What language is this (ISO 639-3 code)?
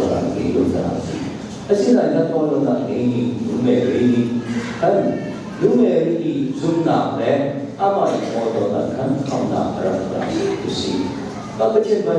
cnh